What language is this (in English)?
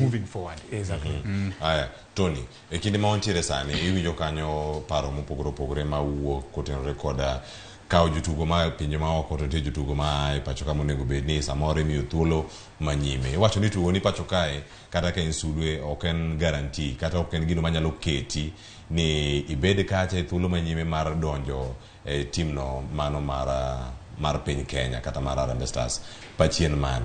Luo (Kenya and Tanzania)